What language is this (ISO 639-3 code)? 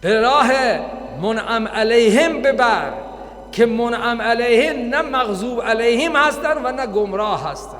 fas